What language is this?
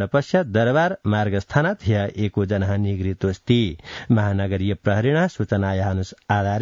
Sanskrit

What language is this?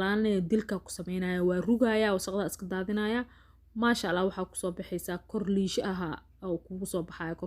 Somali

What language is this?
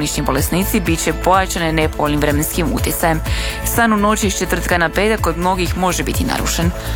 Croatian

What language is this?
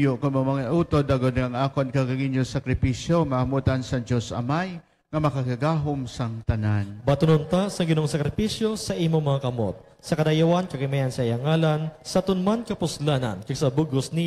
Hiligaynon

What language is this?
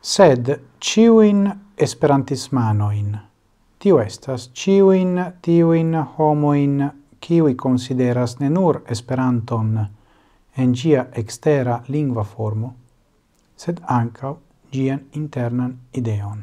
Esperanto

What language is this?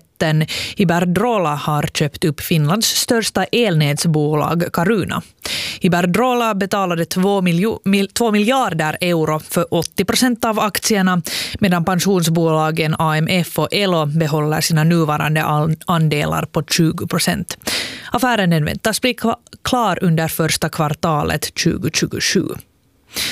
Swedish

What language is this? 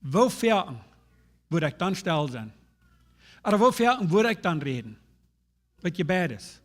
Plautdietsch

